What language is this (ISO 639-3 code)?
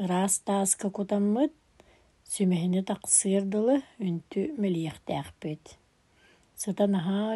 sah